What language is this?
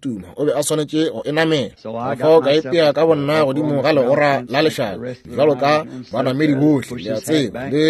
Northern Sotho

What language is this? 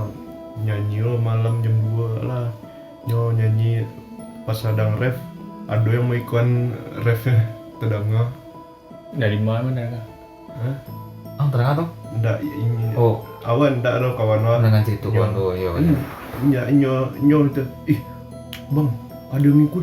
Minangkabau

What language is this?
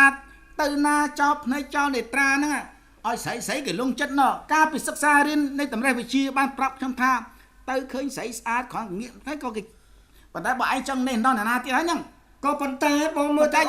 Khmer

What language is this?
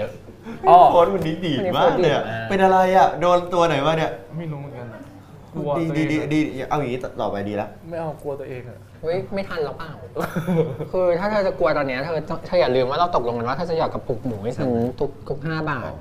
Thai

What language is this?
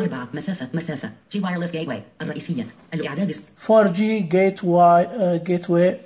Najdi Arabic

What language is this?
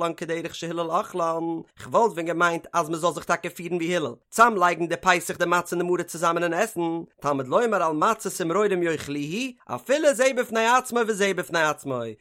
Yiddish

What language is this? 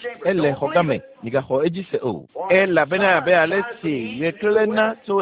Ewe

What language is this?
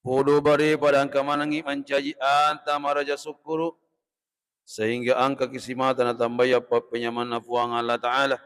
Buginese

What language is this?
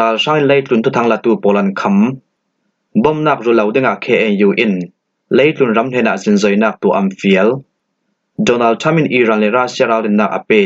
Falam Chin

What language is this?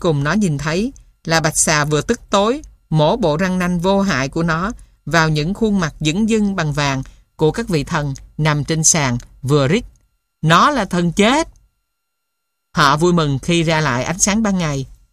Vietnamese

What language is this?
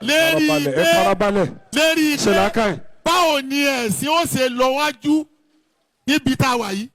Yoruba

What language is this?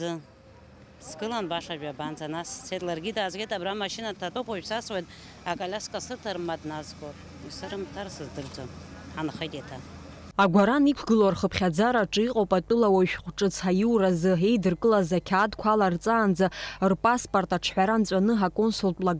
Abkhazian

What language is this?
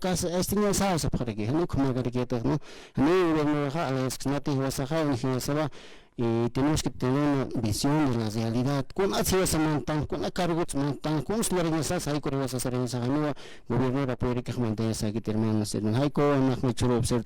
Aymara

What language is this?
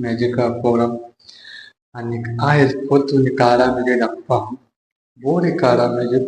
Konkani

